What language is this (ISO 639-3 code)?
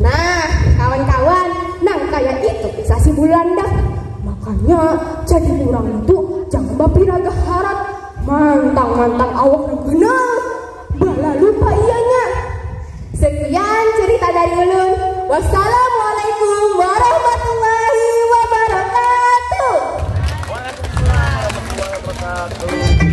bjn